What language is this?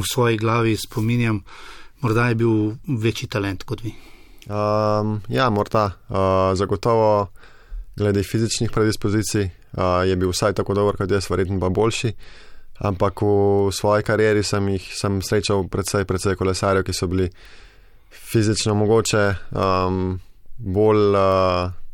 Slovenian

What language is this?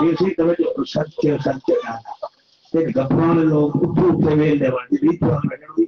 Saraiki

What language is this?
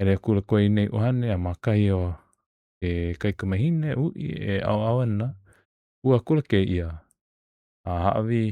Hawaiian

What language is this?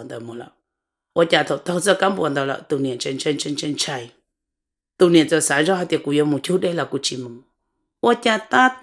Hmong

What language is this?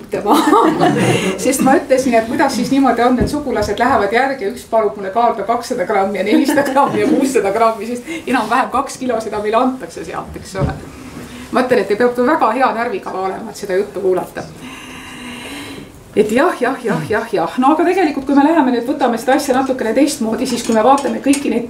Estonian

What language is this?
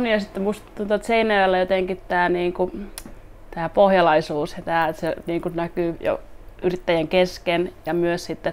Finnish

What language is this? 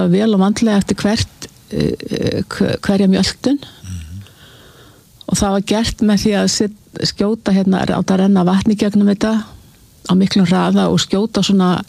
Icelandic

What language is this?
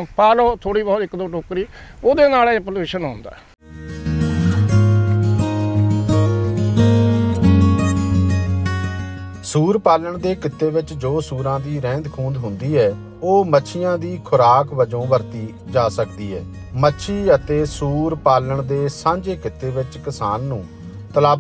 Punjabi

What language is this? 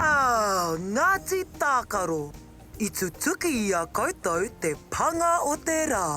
Māori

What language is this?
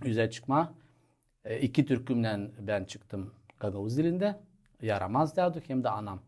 Gagauz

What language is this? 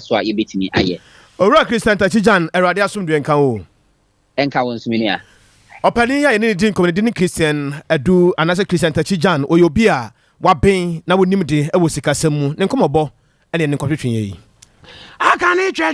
Akan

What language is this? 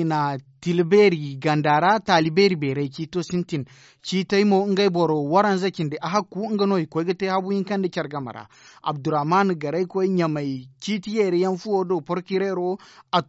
Zarma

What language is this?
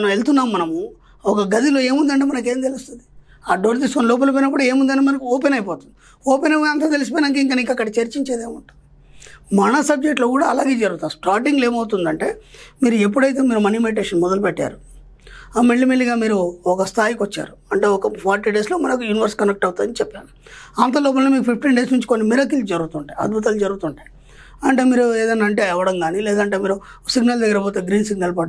Telugu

